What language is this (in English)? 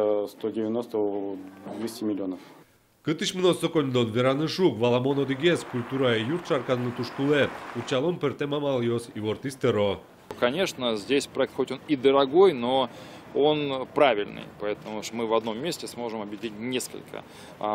Udmurt